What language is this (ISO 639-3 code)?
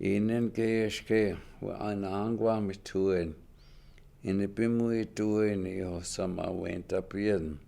ciw